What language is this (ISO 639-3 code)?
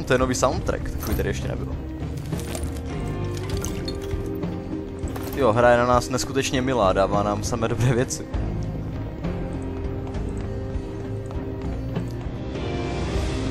ces